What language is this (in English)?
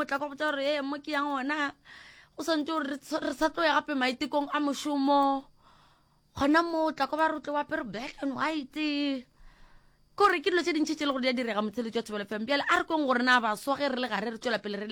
Northern Sotho